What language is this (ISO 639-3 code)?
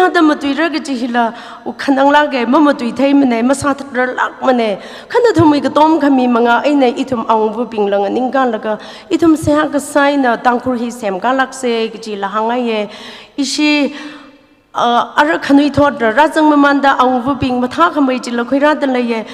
nmf